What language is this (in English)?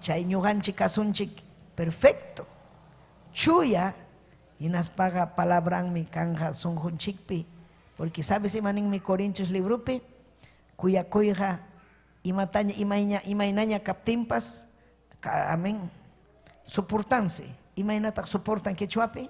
Ayacucho Quechua